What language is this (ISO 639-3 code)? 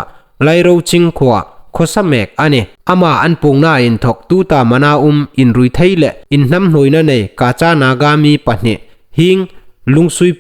hmr